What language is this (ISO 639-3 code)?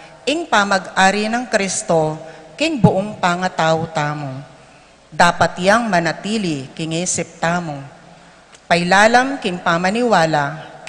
pam